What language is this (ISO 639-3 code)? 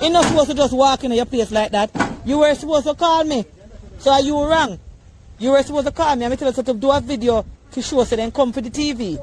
jam